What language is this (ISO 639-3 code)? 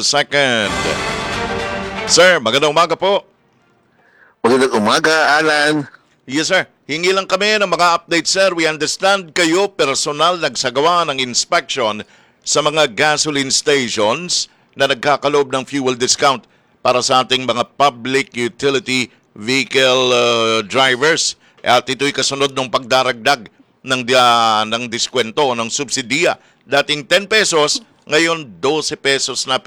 fil